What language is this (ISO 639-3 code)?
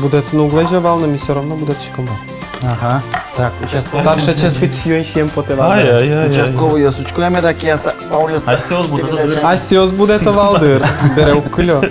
udm